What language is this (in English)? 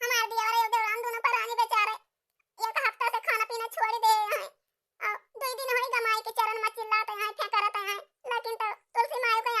Awadhi